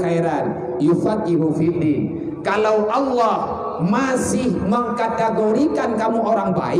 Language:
Achinese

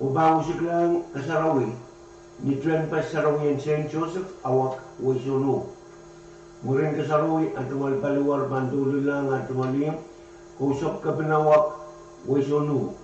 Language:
Pohnpeian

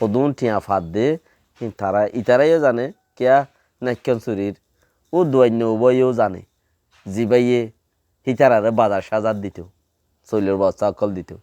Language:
Rohingya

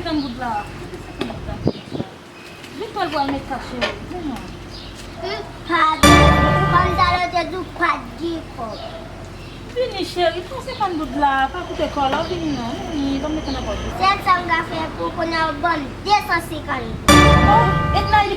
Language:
Haitian Creole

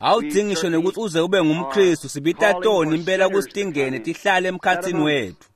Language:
Swati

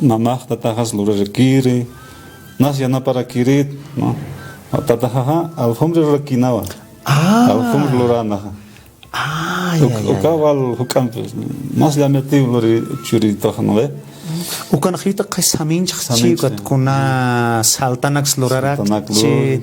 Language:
Aymara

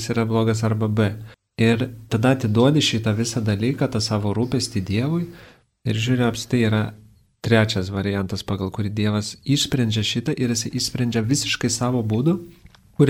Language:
Lithuanian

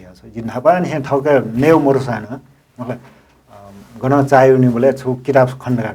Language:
Newari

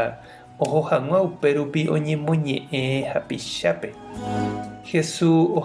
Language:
Guarani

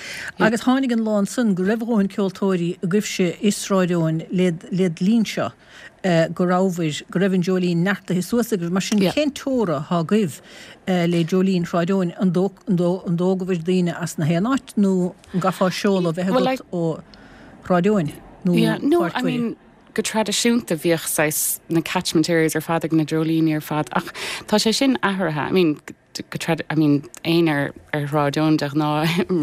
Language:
Irish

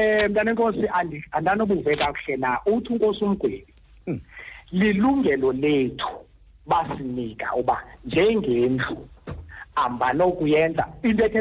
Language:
Xhosa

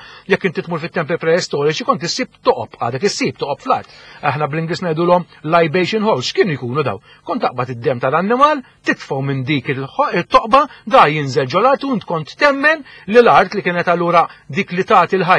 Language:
Maltese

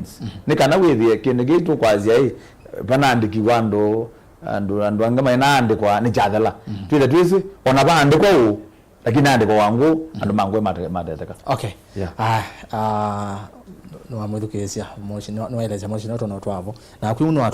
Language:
Kamba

